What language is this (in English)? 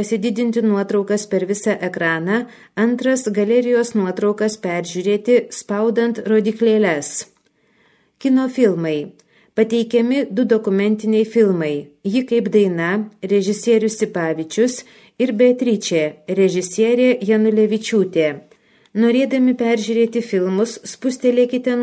Lithuanian